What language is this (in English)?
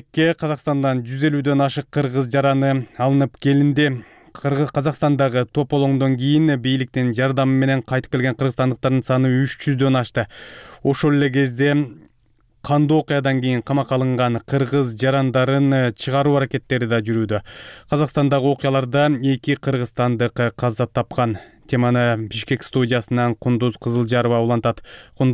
Kyrgyz